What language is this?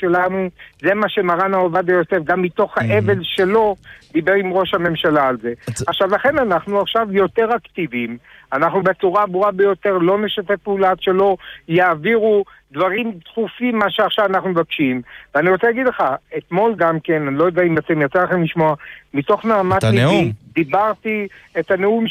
Hebrew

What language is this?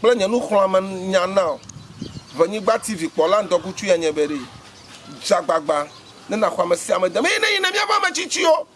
Ewe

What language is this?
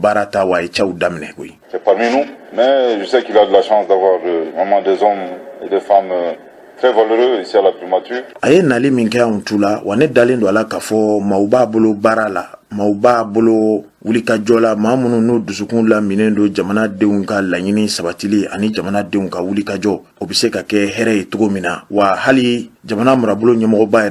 Bambara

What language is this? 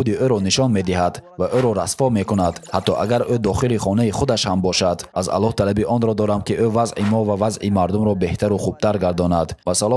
Tajik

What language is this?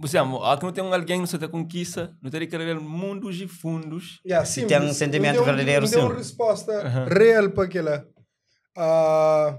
Kabuverdianu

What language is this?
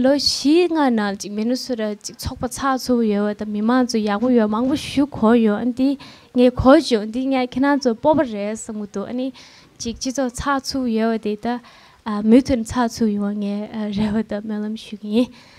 Tibetan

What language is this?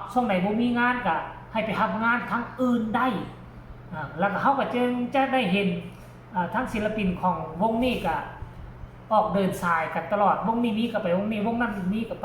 Northeastern Thai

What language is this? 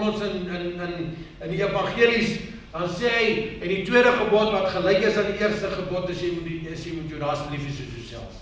Afrikaans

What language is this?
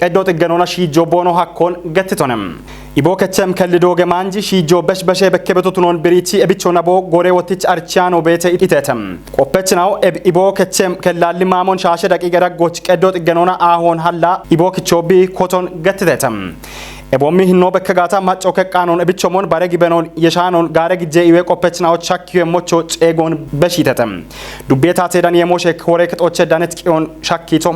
Kafa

